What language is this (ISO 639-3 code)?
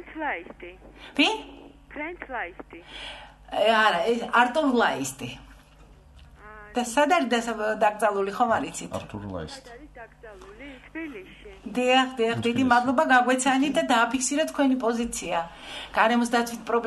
kat